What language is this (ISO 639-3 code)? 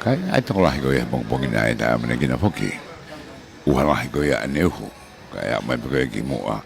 ton